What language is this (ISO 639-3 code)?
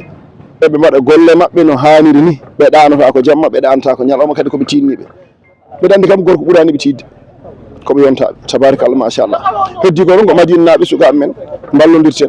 ful